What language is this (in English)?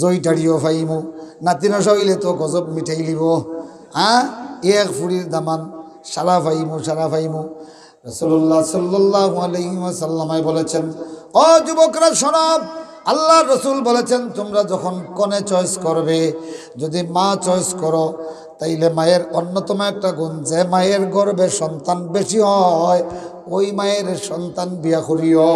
Sylheti